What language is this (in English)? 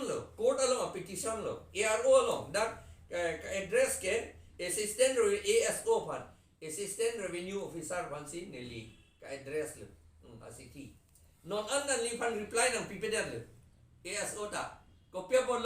Karbi